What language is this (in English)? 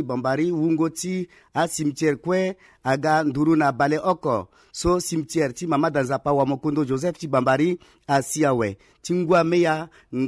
Sango